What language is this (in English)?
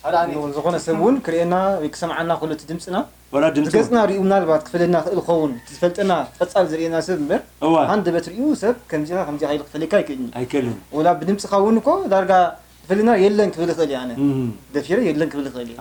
Tigrinya